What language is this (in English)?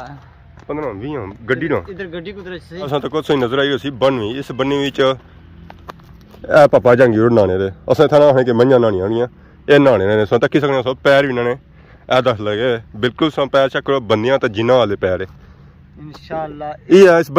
Pahari-Potwari